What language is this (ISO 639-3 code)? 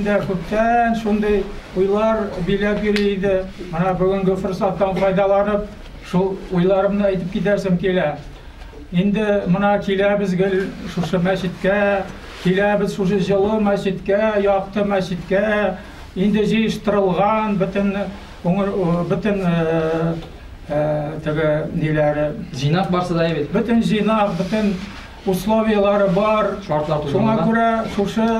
tat